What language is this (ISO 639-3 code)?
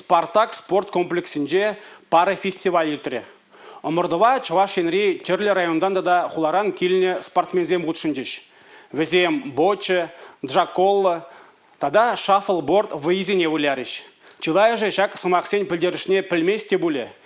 chv